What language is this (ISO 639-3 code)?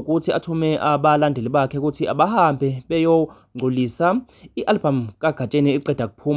zul